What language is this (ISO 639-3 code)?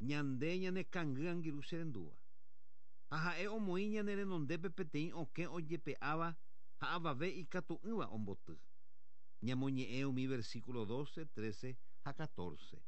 grn